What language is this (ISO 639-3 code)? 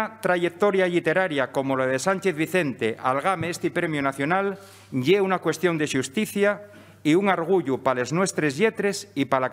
ast